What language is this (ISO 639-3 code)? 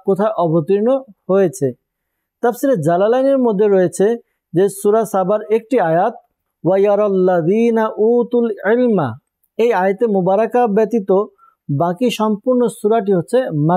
ben